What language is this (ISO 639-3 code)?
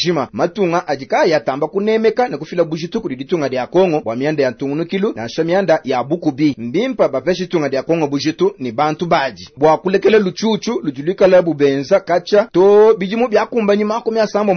lua